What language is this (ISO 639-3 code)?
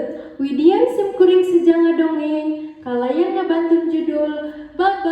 sun